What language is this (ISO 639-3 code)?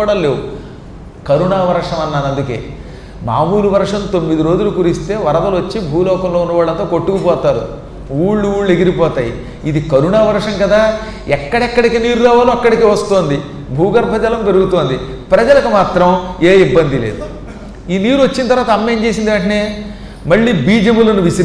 tel